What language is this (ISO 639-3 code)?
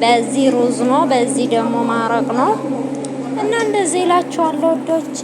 amh